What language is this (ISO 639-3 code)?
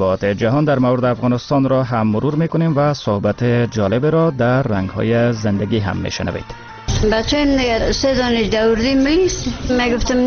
fas